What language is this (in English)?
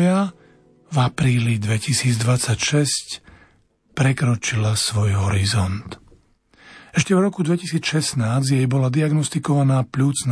Slovak